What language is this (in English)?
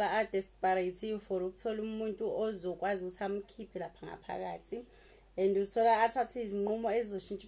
Zulu